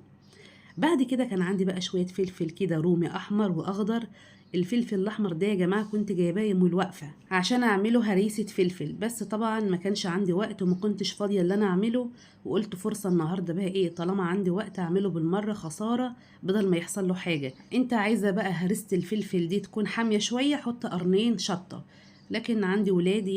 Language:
Egyptian Arabic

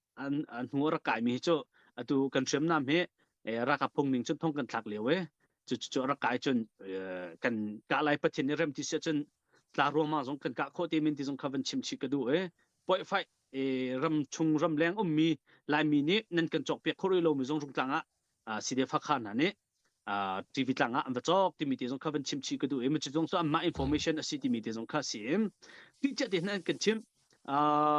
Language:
Hakha Chin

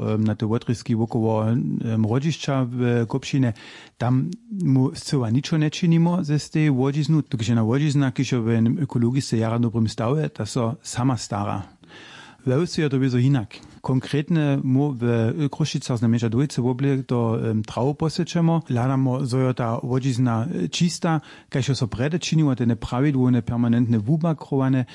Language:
Upper Sorbian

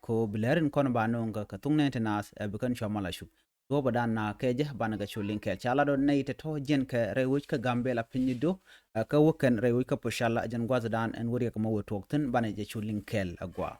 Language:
Nuer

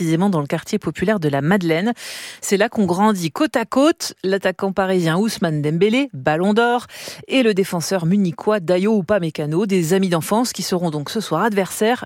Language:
French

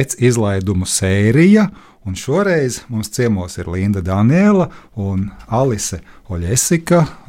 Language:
Latvian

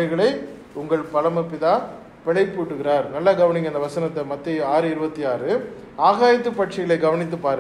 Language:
Tamil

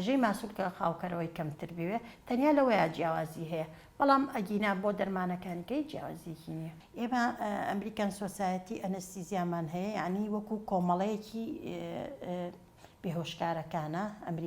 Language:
Central Kurdish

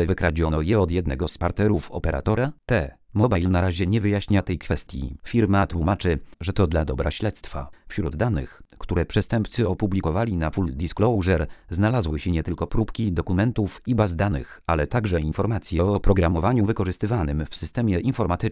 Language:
Polish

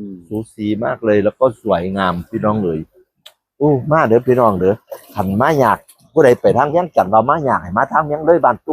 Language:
Northeastern Thai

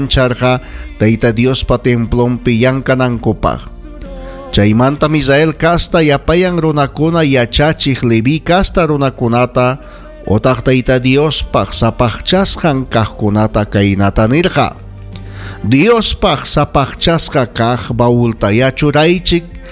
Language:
Ayacucho Quechua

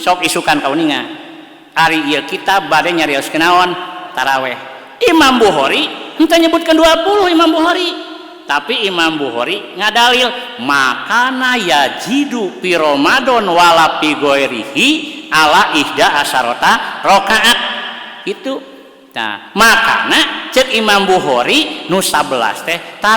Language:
Sundanese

